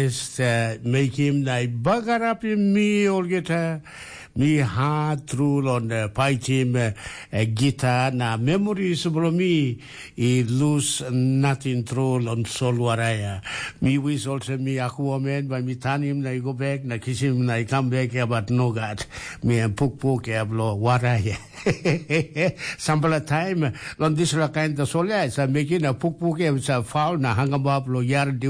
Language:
Tok Pisin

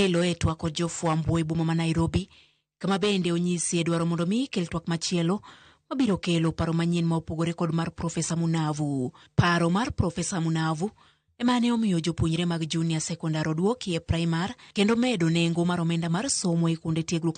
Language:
Luo (Kenya and Tanzania)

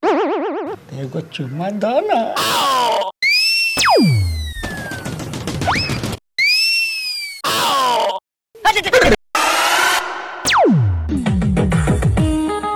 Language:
Bhojpuri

